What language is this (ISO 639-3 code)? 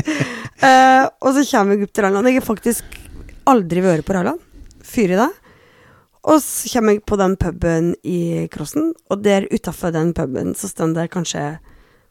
nor